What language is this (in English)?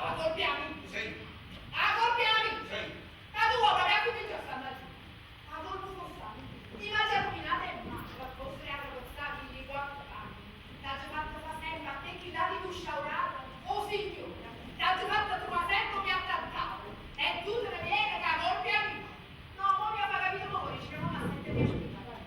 Neapolitan